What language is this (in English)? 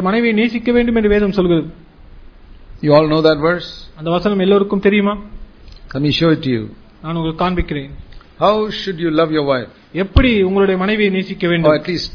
Tamil